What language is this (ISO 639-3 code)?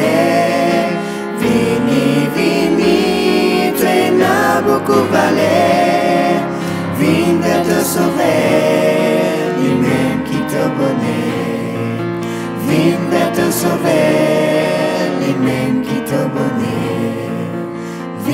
mfe